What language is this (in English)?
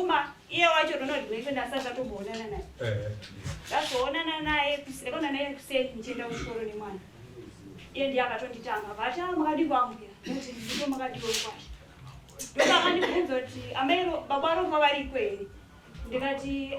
Shona